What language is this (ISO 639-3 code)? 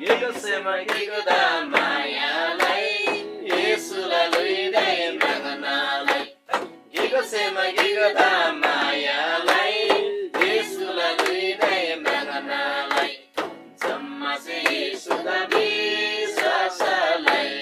taj